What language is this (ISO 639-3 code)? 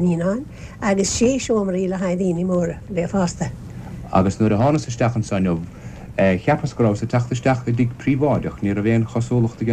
gle